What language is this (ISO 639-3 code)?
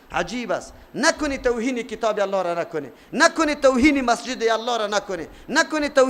fas